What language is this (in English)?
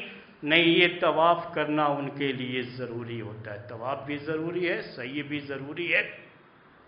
Urdu